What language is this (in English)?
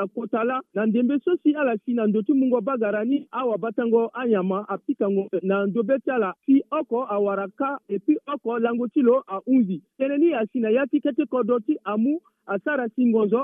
Sango